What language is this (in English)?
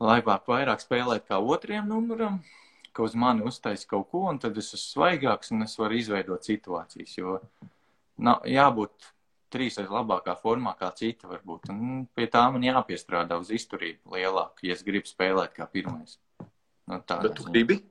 Latvian